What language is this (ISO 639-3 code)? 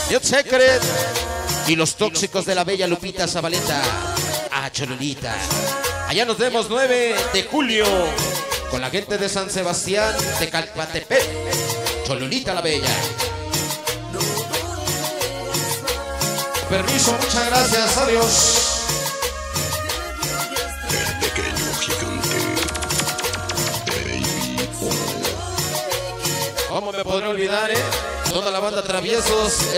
spa